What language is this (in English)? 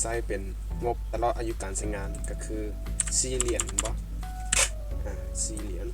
Lao